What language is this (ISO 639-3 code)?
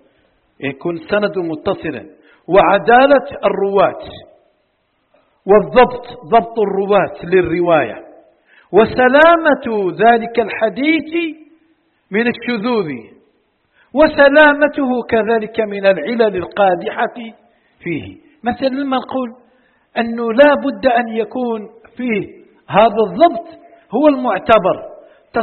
ara